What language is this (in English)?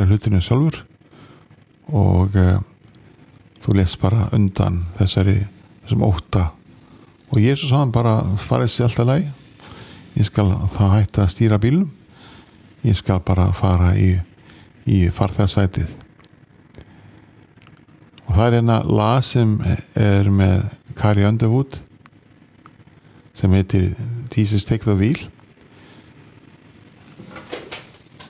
Icelandic